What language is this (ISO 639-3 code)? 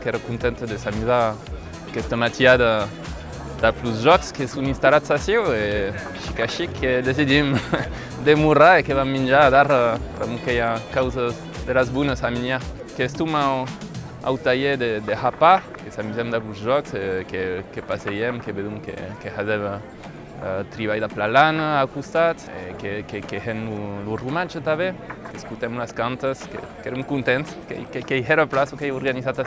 oci